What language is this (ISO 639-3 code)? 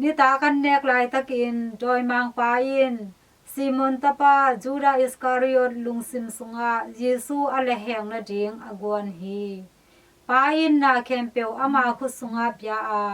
ctd